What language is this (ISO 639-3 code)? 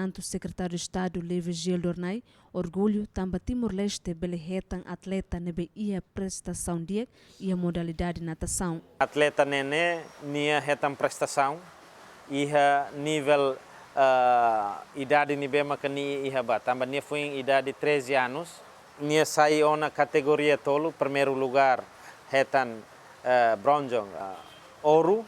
tet